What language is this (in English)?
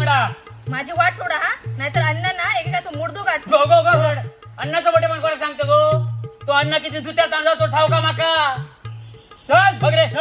Konkani